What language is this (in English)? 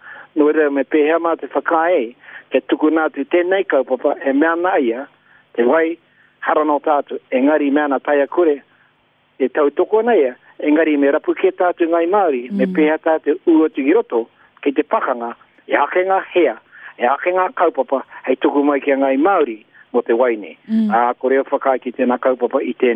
Māori